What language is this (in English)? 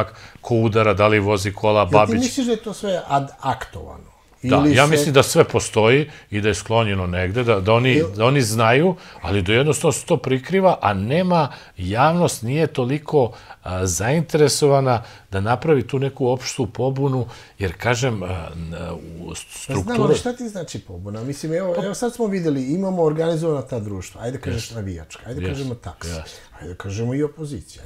Serbian